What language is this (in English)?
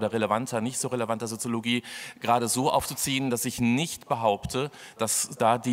German